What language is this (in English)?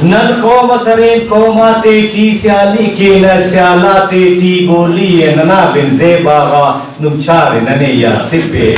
Brahui